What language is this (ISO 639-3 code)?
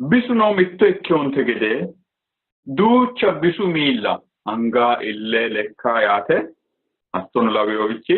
sid